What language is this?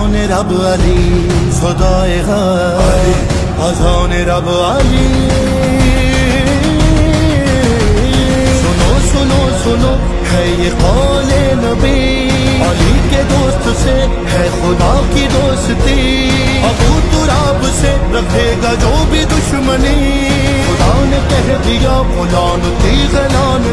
Urdu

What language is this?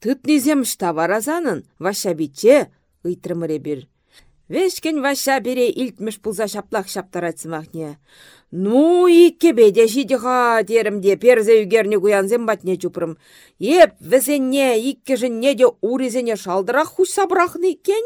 Chuvash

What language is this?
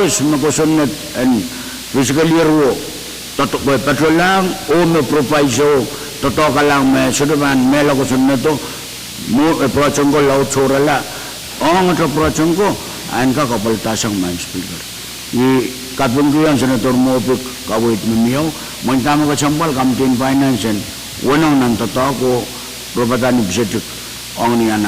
Pohnpeian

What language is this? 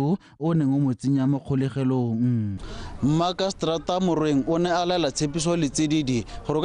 Tswana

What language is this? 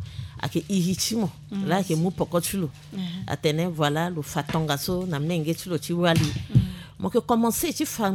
Sango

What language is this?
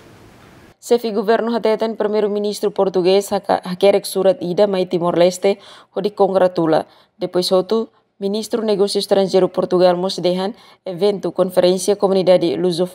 Tetum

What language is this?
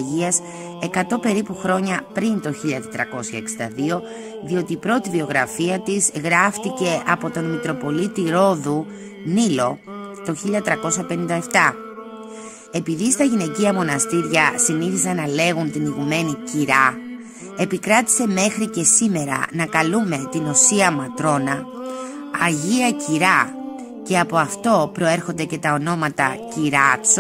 Greek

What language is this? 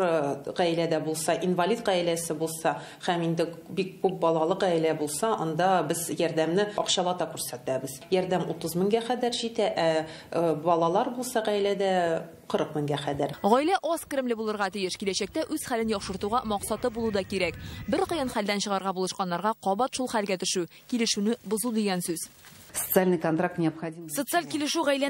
Tatar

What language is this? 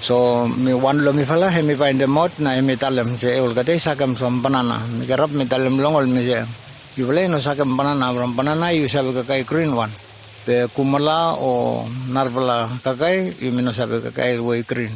Bislama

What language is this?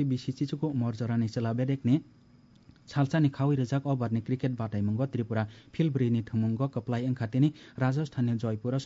Kok Borok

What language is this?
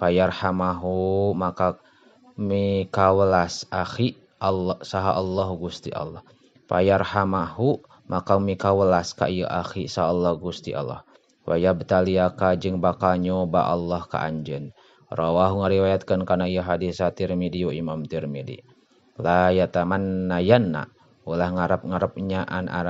Sundanese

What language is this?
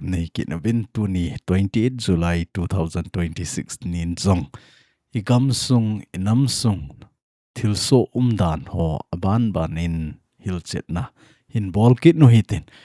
Thado Chin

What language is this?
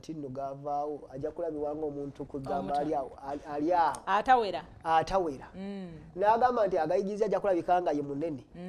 Ganda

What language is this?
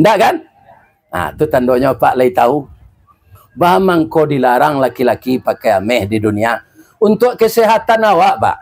Minangkabau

